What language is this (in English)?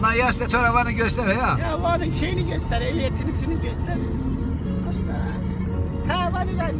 Zaza